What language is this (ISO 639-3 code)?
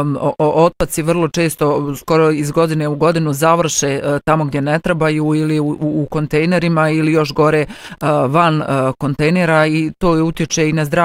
bos